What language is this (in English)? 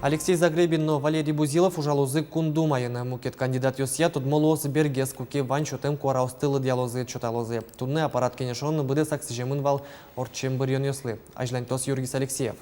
Udmurt